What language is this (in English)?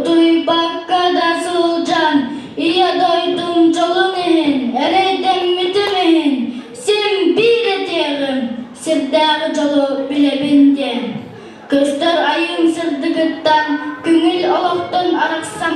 Yakut